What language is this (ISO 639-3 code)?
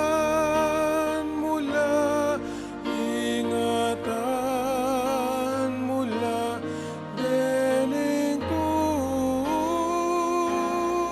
pam